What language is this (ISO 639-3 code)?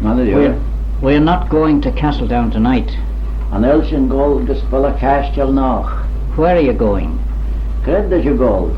glv